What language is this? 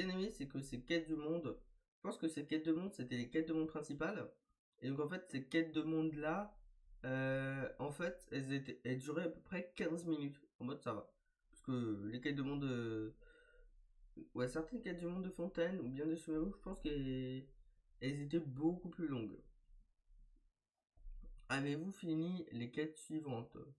French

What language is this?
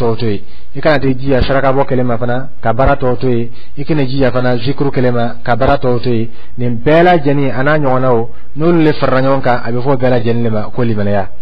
Dyula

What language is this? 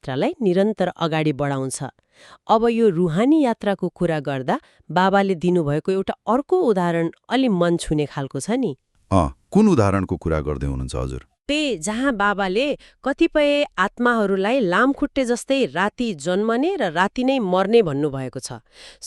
Nepali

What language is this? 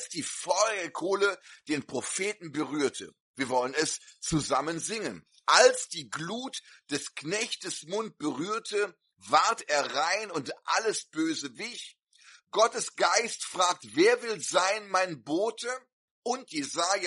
German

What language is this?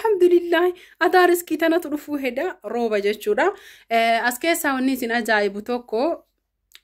Oromo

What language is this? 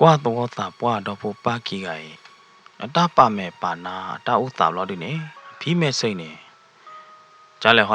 S'gaw Karen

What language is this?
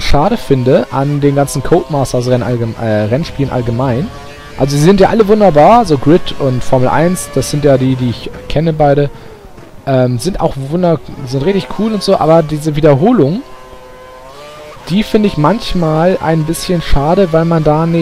German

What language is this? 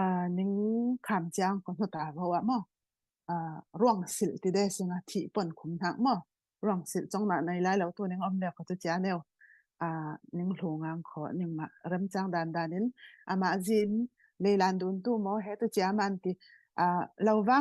Falam Chin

